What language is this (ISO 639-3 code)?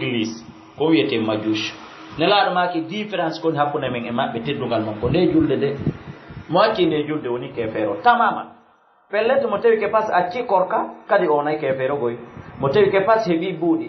ful